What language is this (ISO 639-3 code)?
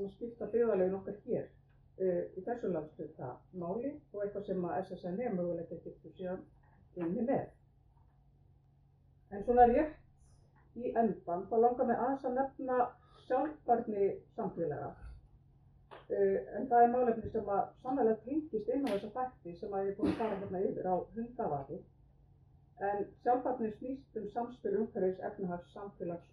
isl